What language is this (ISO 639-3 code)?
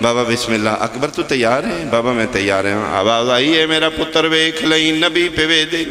phr